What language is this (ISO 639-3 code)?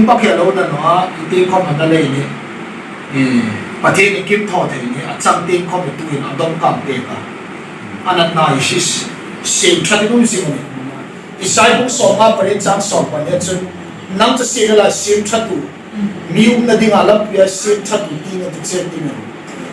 hmr